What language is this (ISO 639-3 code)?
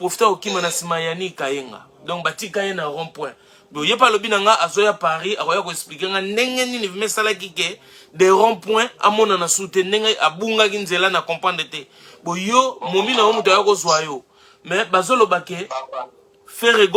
lin